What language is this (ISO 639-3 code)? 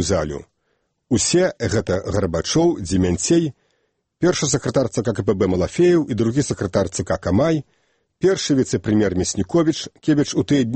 bel